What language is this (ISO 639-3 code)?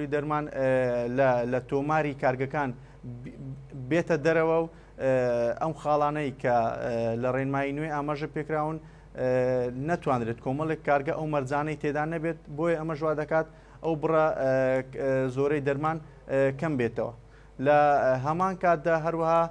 ckb